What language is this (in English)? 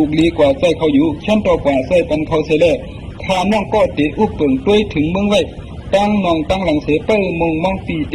Shan